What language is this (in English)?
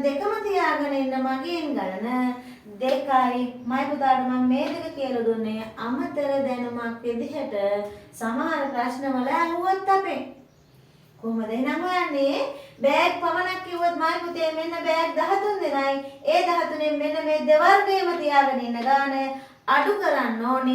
Sinhala